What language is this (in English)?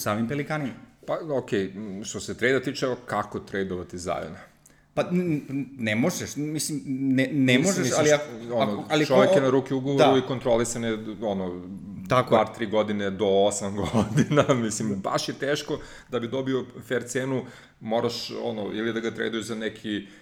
Serbian